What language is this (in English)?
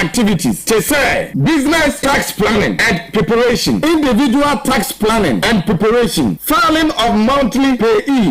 Akan